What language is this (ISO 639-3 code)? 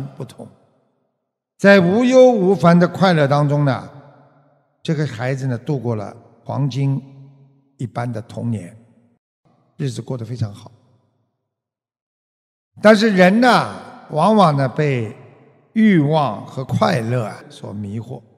zho